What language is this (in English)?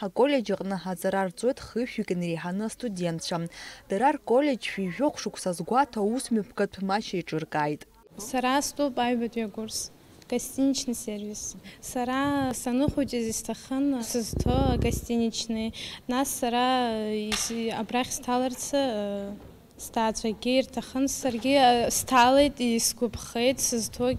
Abkhazian